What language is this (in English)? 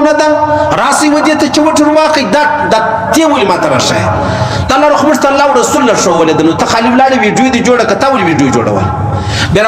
Pashto